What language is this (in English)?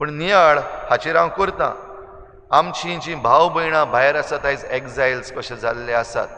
Konkani